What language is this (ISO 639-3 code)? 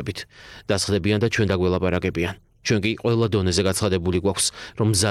kat